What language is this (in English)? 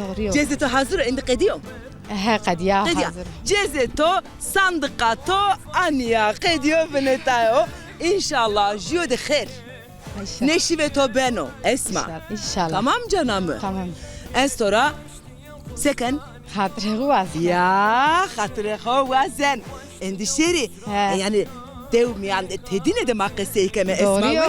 Zaza